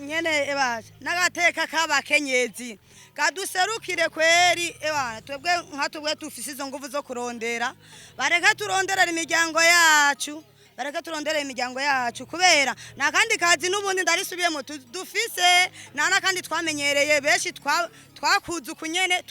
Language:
Rundi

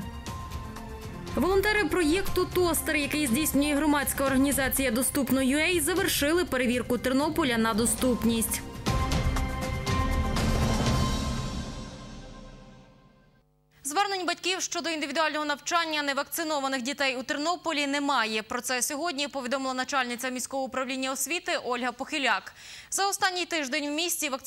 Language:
Ukrainian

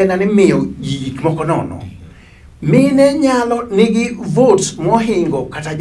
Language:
Luo (Kenya and Tanzania)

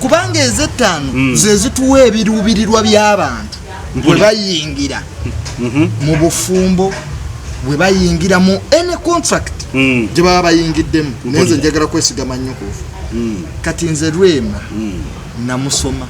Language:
Ganda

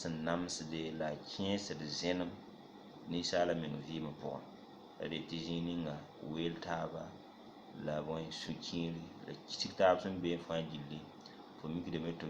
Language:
Mossi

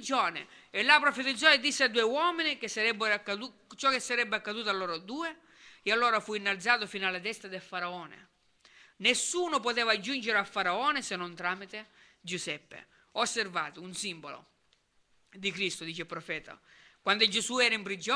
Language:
Italian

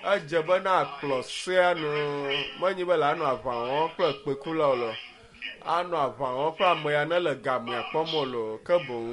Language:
Ewe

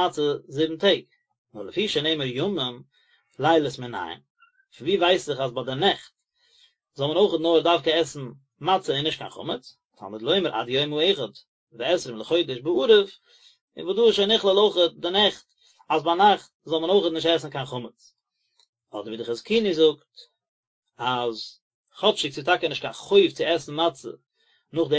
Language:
Yiddish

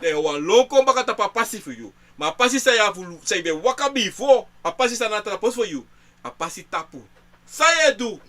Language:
Sranan Tongo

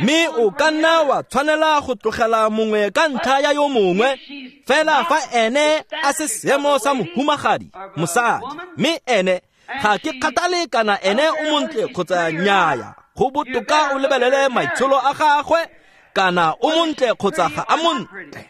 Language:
Tswana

